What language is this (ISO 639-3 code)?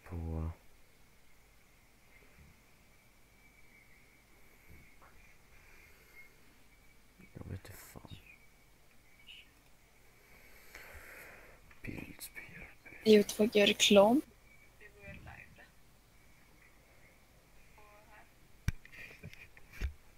swe